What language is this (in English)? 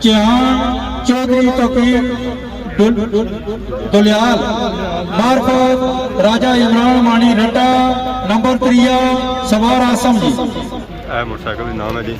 Pahari-Potwari